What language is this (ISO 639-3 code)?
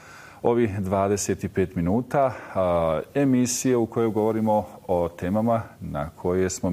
bos